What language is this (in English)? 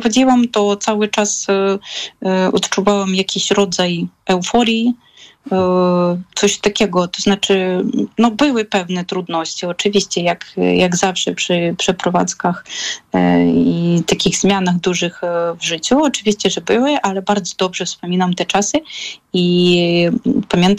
Polish